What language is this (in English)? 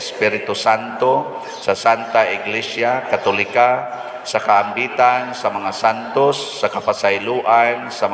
Cebuano